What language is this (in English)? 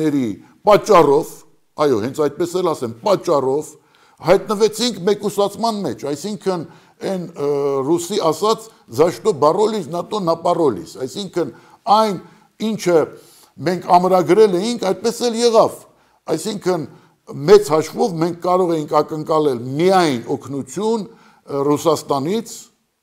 Armenian